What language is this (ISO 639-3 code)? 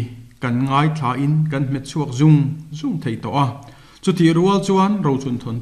lus